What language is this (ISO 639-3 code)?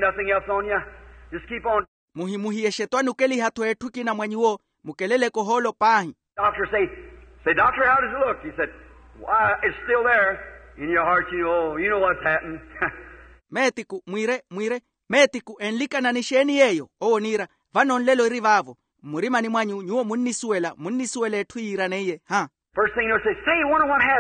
vmw